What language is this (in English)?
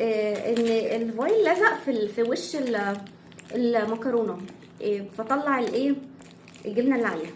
Egyptian Arabic